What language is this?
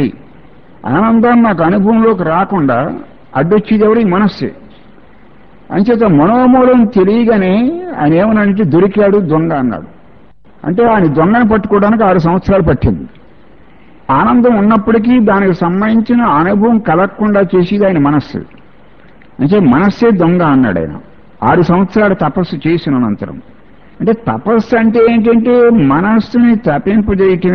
Telugu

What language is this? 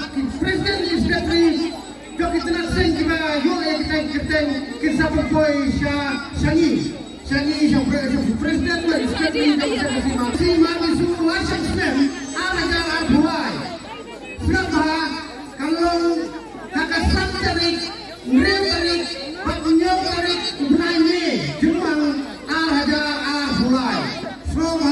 Khasi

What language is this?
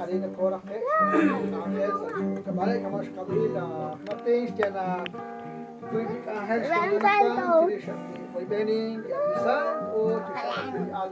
Kekchí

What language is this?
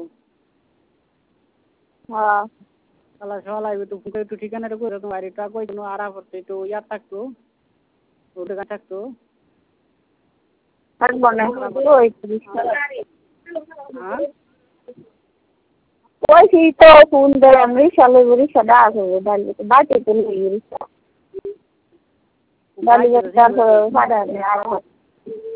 Bangla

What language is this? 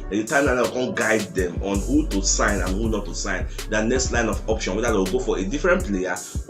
Nigerian Pidgin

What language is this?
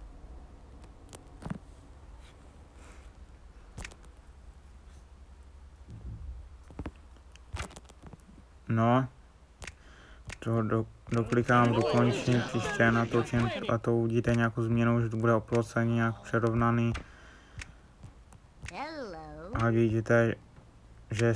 Czech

